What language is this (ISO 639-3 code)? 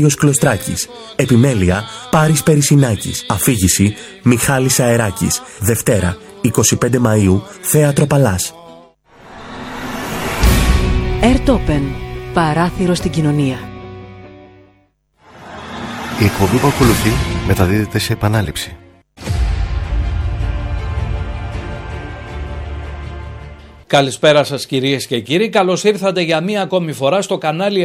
ell